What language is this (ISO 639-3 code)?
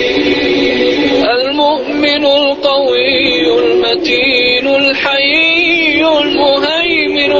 urd